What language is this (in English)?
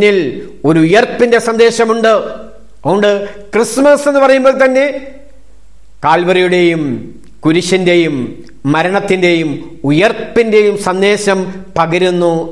Malayalam